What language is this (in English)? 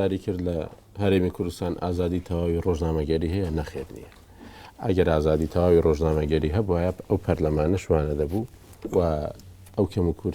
Central Kurdish